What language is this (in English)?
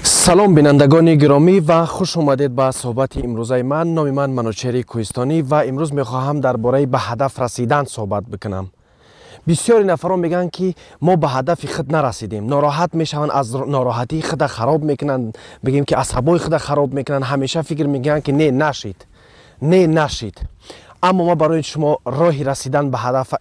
Tajik